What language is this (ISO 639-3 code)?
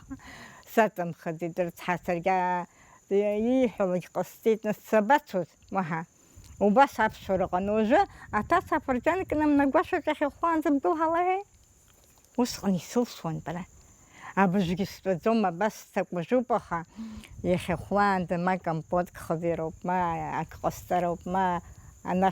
abk